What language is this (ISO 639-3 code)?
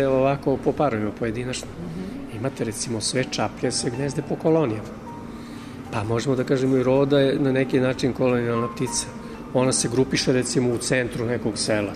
srp